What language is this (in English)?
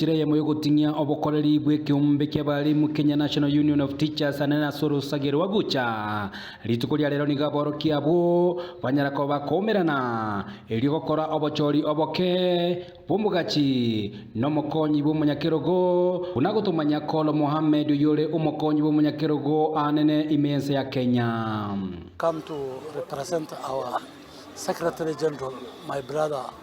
Gusii